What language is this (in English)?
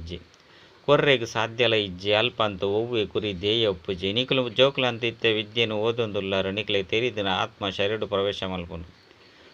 Tulu